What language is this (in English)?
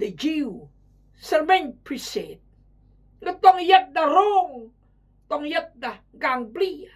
Khmu